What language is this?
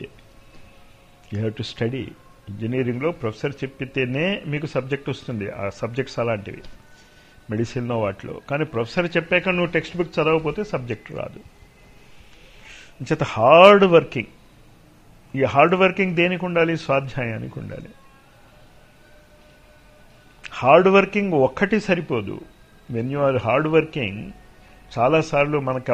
Telugu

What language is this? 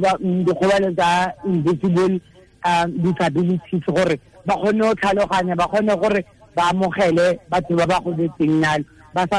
Tswana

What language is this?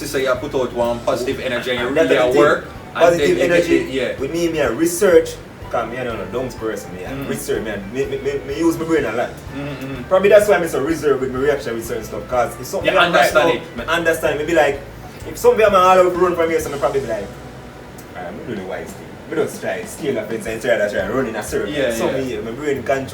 Jamaican Creole English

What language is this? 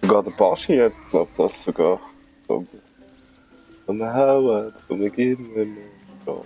Swiss German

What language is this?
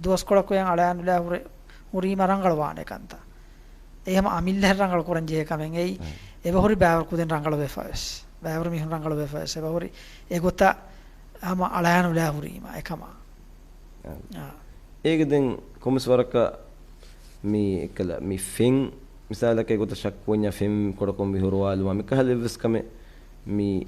Divehi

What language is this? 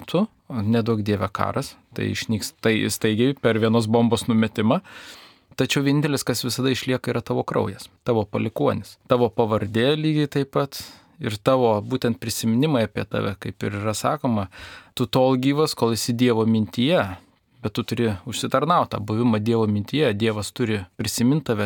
Lithuanian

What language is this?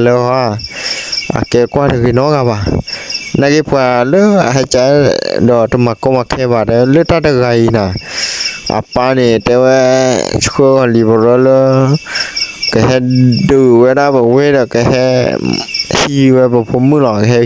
S'gaw Karen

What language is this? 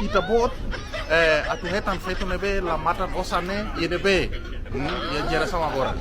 Tetum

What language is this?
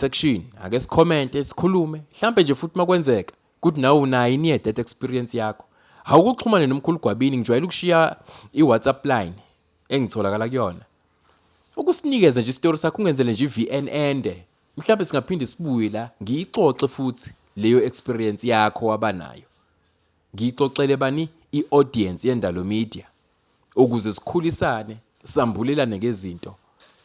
Zulu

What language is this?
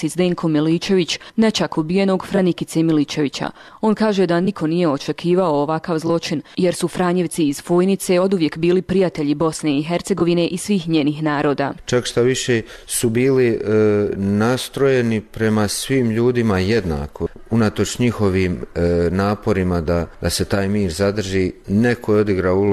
Bosnian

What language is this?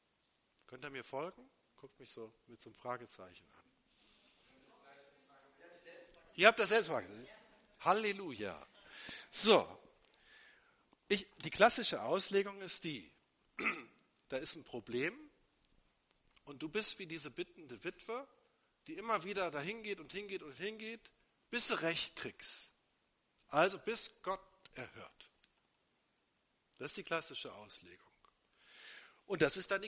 German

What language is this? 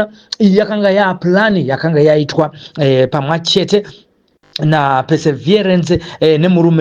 Shona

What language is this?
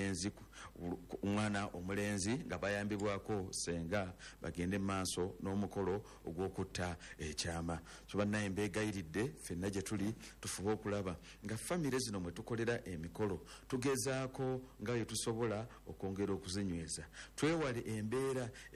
Ganda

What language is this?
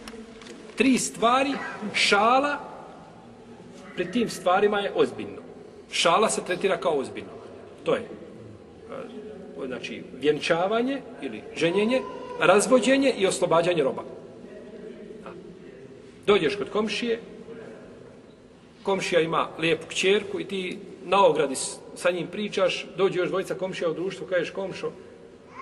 Bosnian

